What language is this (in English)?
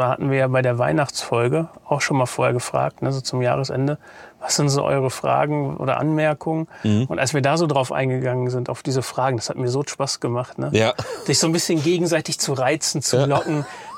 German